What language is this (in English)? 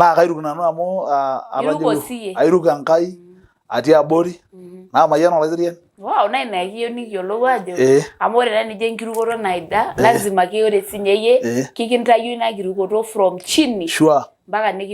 Masai